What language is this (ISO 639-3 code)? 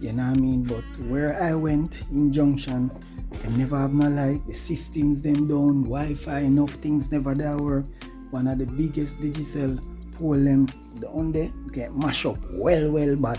jam